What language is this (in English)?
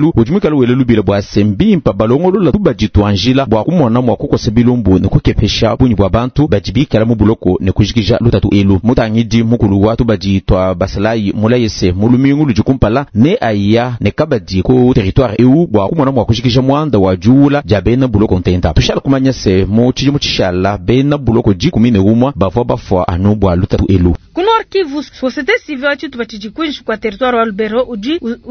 Luba-Lulua